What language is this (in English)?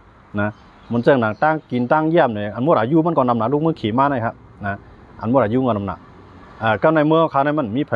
Shan